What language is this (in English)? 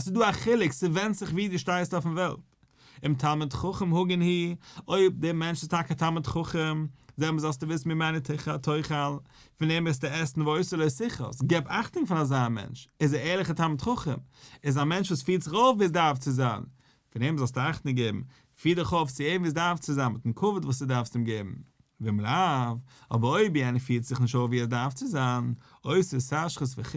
Yiddish